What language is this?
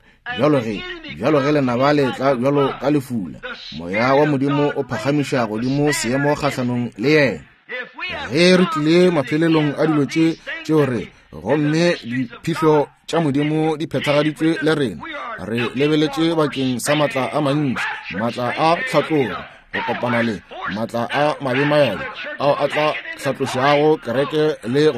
Northern Sotho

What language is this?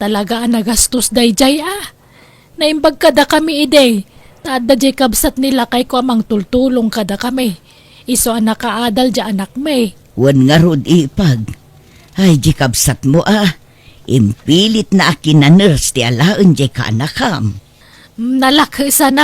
Iloko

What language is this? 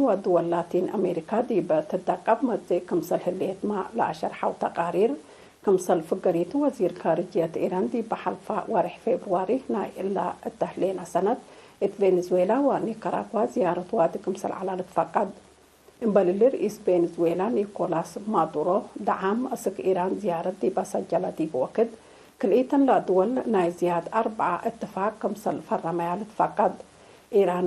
Tigre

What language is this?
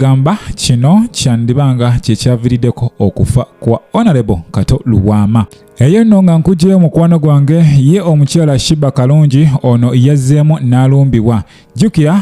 Ganda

